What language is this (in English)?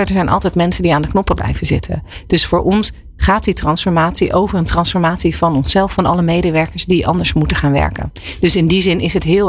Dutch